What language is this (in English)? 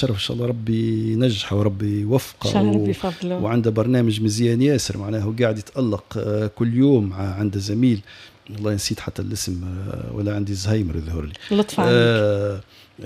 Tunisian Arabic